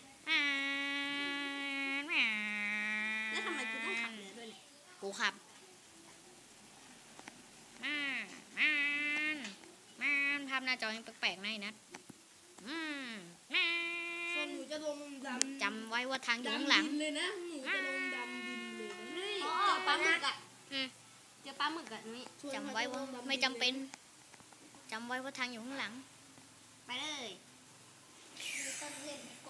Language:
Thai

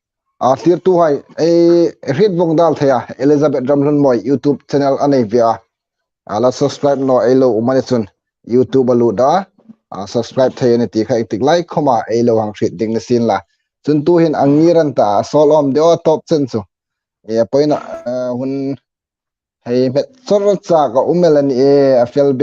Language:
Hmar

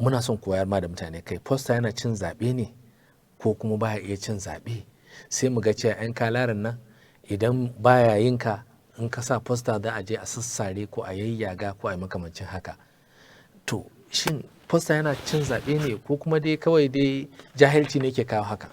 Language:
Hausa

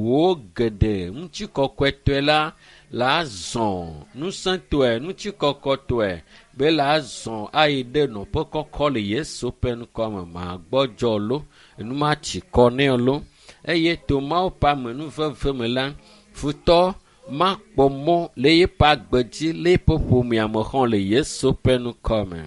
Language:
Ewe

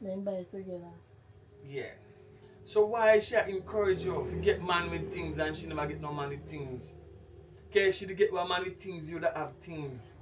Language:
Jamaican Creole English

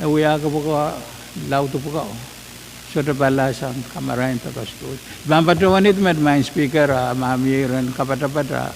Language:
Pohnpeian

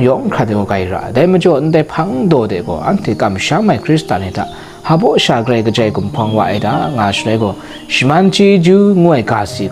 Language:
Kachin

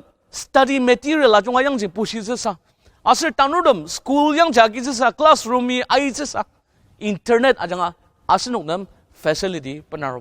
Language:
Ao Naga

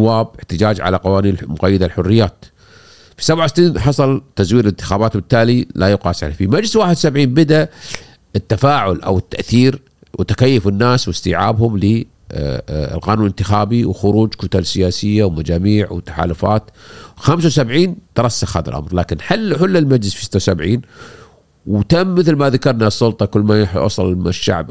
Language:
Gulf Arabic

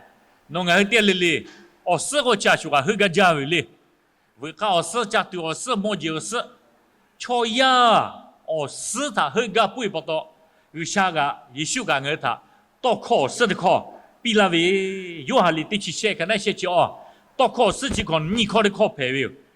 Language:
Lahu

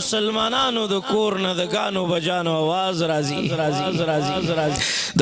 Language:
Pashto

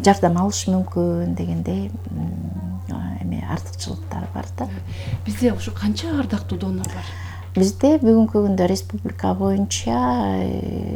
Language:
Kyrgyz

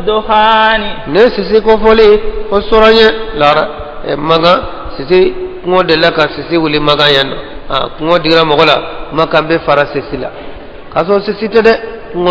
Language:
Bambara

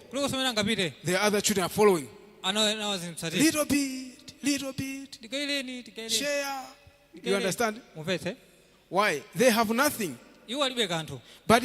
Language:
Nyanja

